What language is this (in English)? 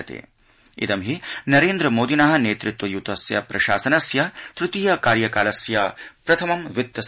Sanskrit